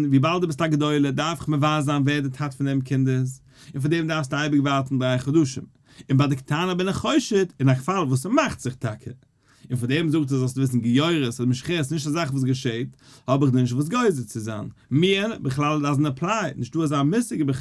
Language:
Yiddish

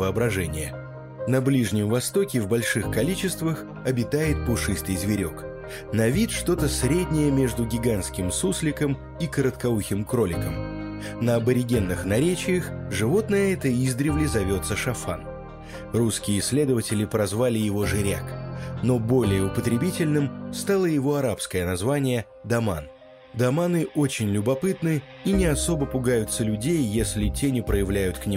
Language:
Russian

